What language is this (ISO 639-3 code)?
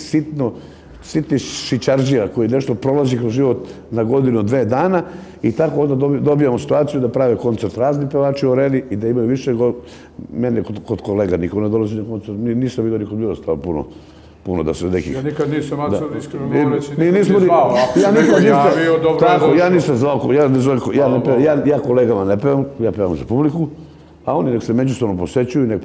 srp